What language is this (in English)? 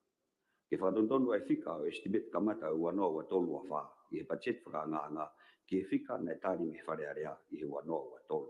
Tongan